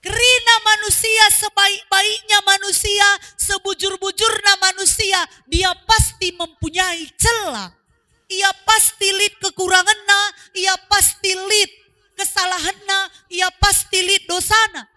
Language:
Batak Karo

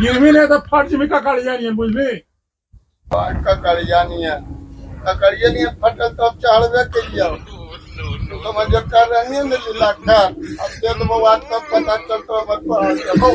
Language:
Magahi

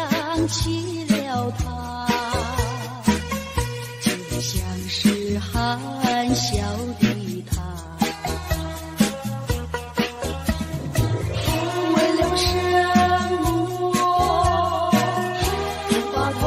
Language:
Chinese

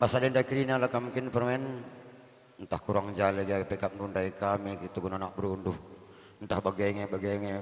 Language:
Batak Karo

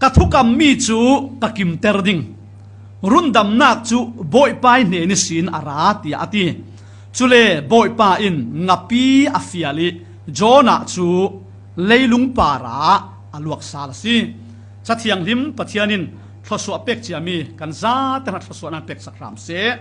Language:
Falam Chin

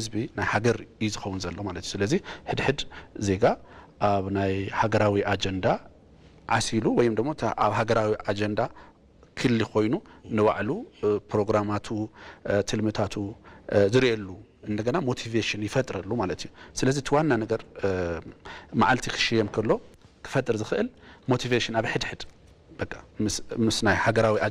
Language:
Tigrinya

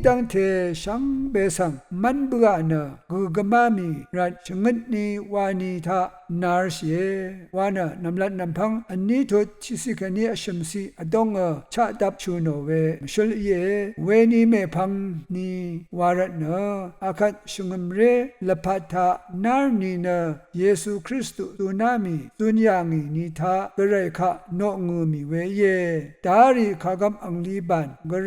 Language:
Rawang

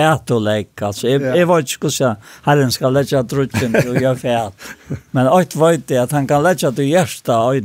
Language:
Faroese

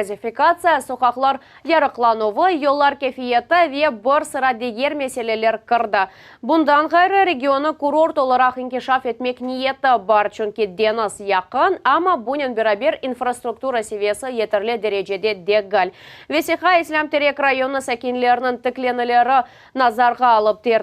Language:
Crimean Tatar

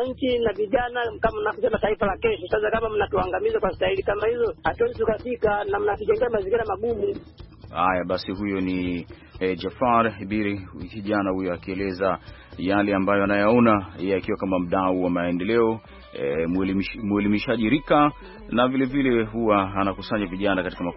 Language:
Swahili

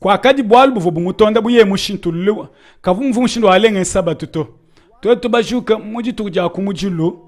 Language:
Luba-Lulua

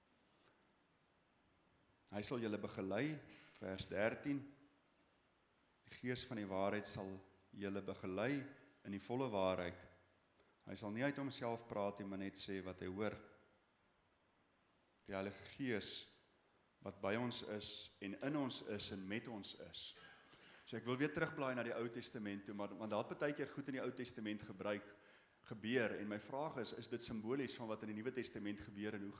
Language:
Afrikaans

